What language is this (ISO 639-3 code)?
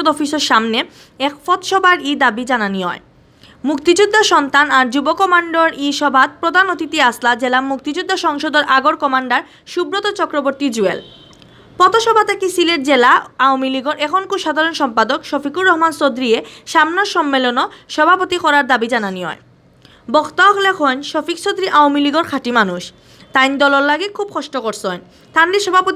syl